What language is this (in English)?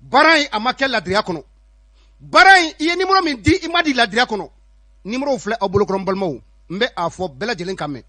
Bambara